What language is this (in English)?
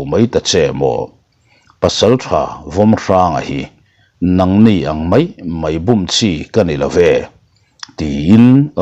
Mizo